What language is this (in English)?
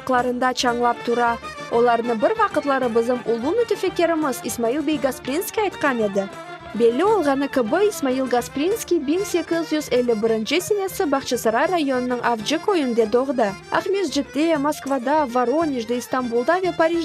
Crimean Tatar